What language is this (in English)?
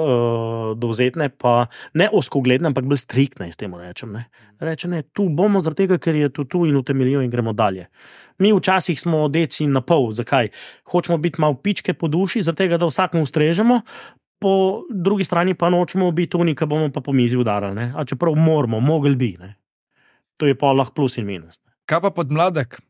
Slovenian